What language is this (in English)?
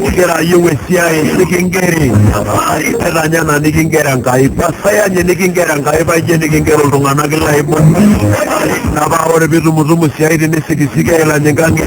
Masai